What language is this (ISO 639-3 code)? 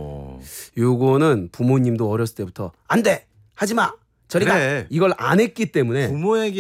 kor